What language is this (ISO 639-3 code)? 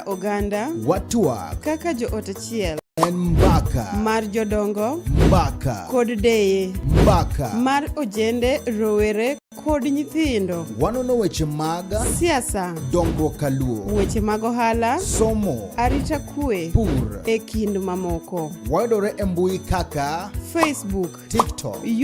luo